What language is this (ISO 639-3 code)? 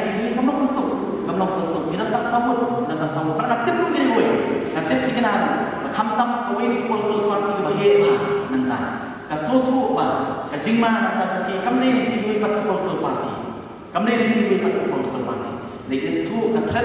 kha